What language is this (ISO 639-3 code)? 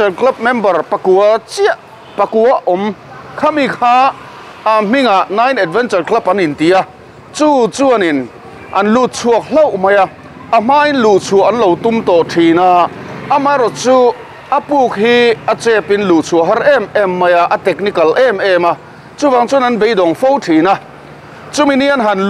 lus